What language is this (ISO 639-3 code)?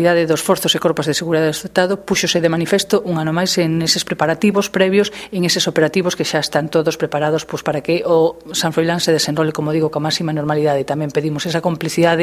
glg